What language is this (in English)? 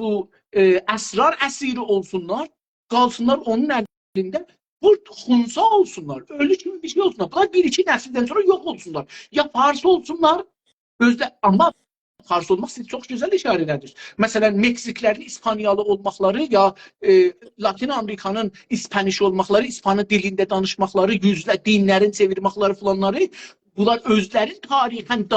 South Azerbaijani